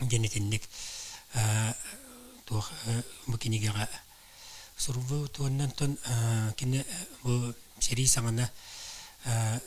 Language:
Yakut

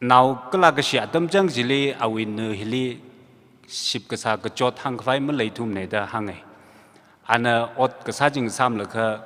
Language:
Tangkhul Naga (India)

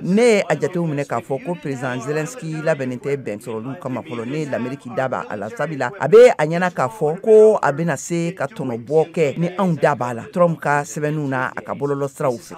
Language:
Bambara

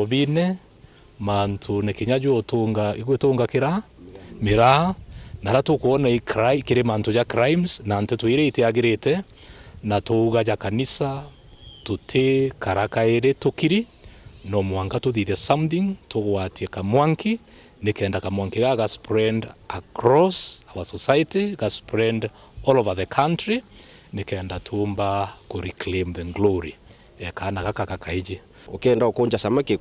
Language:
Meru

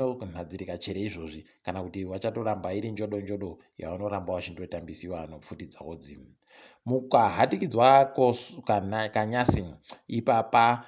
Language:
Ndau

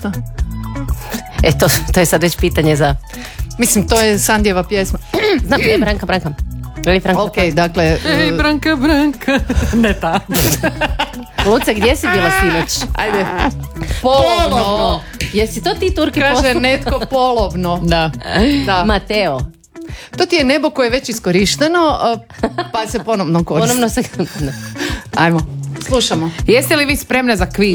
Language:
Croatian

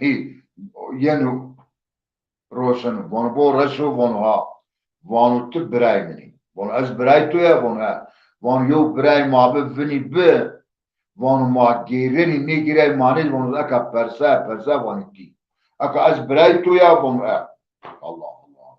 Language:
Zaza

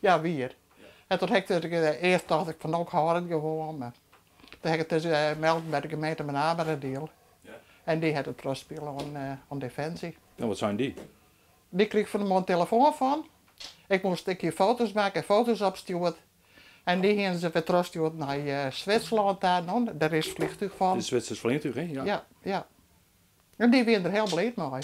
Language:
Western Frisian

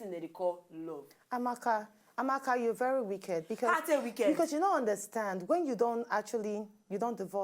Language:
Nigerian Pidgin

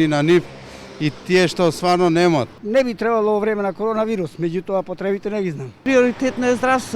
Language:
Macedonian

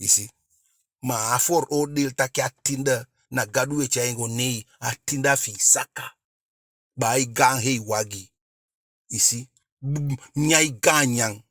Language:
Eastern Maroon Creole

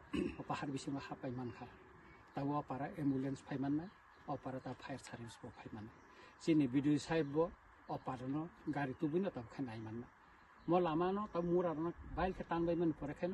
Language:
Kok Borok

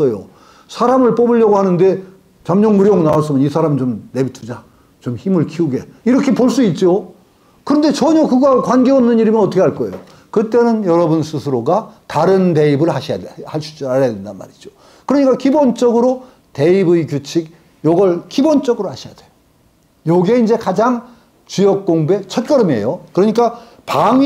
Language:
Korean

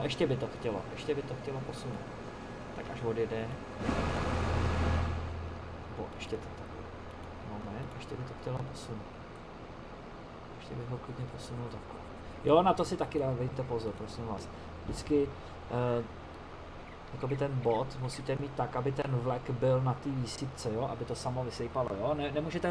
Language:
Czech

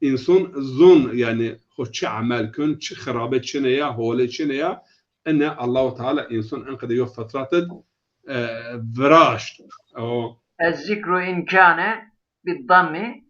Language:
Zaza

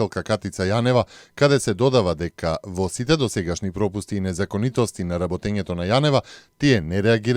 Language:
Macedonian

